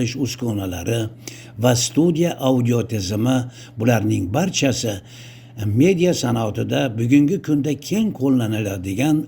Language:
Uzbek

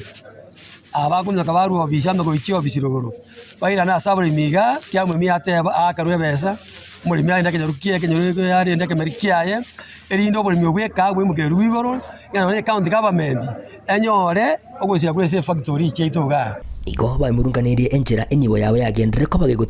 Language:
Gusii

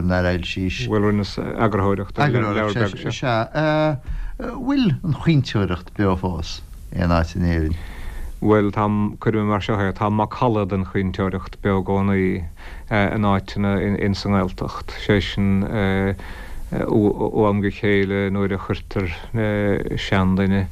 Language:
Irish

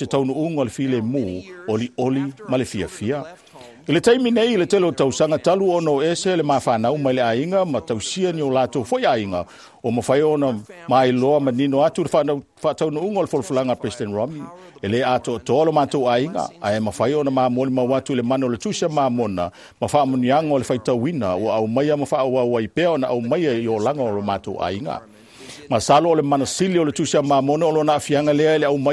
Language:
Samoan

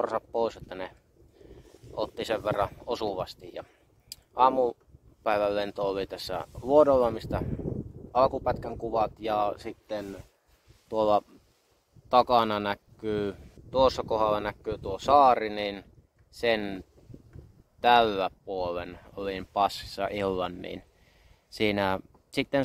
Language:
Finnish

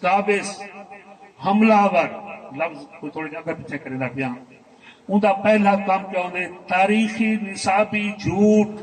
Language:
Saraiki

